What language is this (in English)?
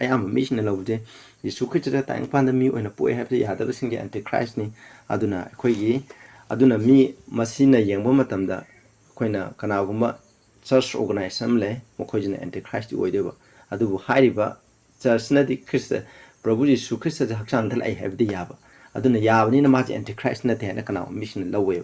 Manipuri